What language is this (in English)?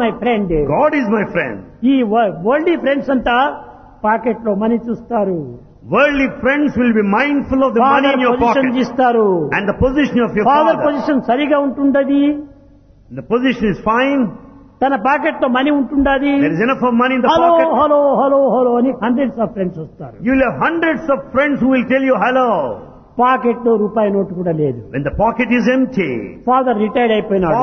Telugu